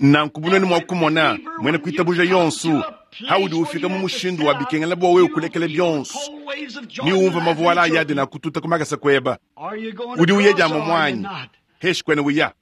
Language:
Luba-Lulua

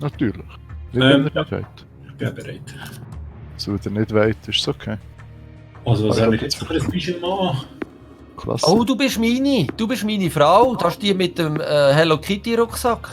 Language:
Swiss German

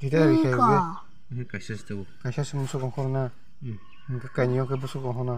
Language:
Kok Borok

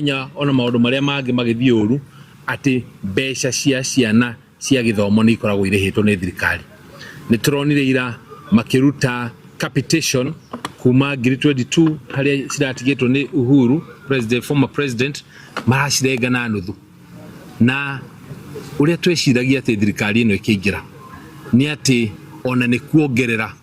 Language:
Kikuyu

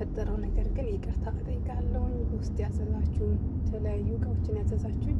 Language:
Amharic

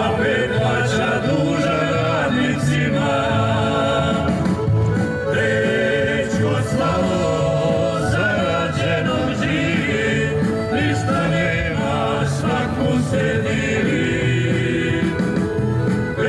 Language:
Bosnian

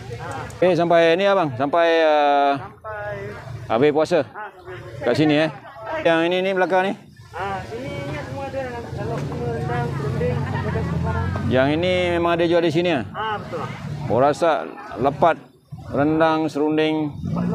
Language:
Malay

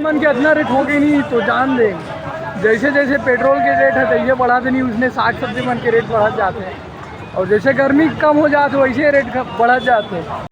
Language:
Chhattisgarhi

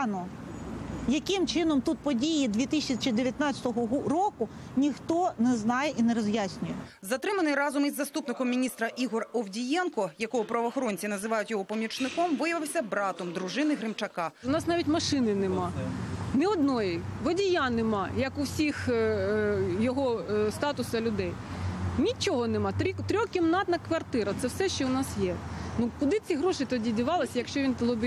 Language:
Ukrainian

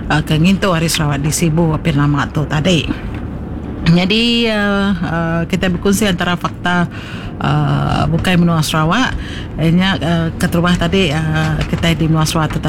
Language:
Iban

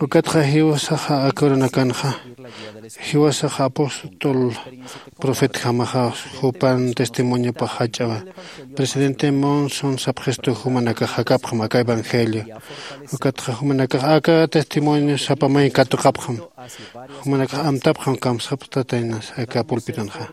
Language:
Aymara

